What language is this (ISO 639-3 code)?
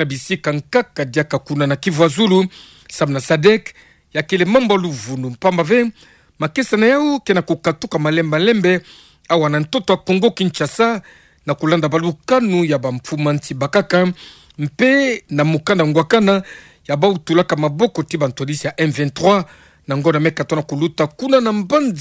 ktu